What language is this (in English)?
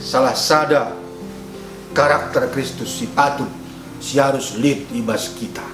Batak Karo